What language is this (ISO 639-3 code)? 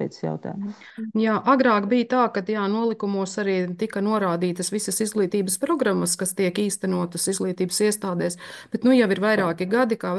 lav